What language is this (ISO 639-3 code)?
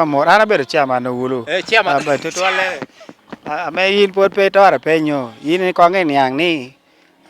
laj